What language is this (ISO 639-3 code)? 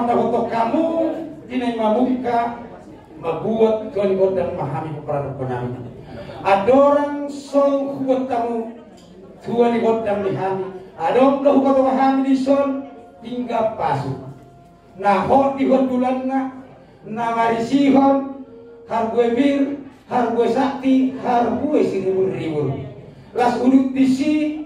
bbc